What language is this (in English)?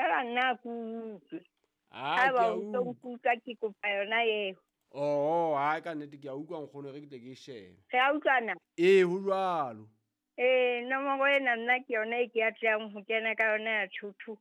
Southern Sotho